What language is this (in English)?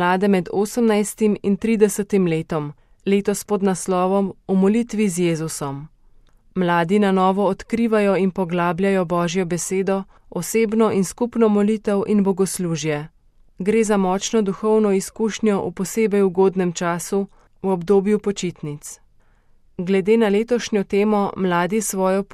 Slovenian